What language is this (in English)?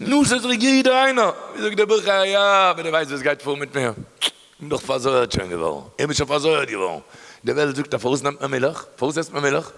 Yiddish